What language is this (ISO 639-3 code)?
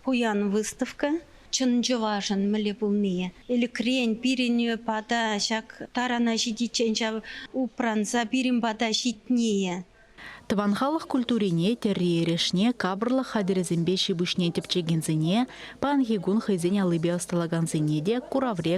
chv